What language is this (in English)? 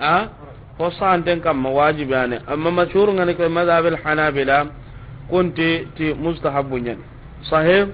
Soninke